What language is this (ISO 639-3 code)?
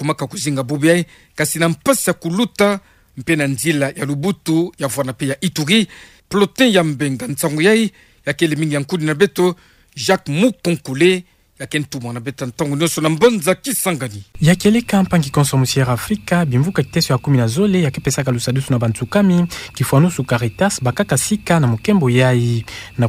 ktu